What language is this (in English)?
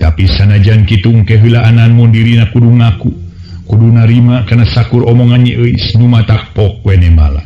Sundanese